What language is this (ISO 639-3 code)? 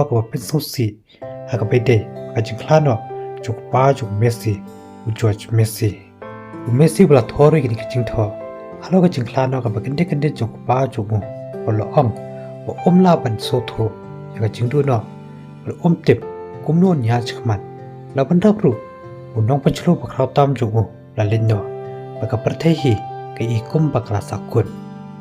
kha